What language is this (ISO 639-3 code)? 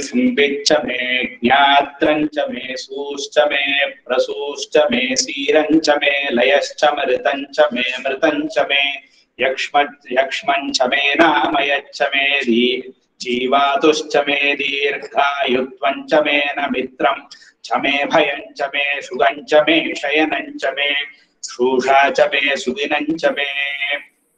san